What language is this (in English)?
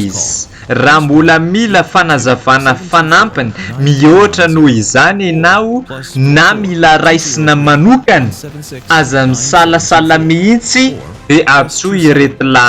Malagasy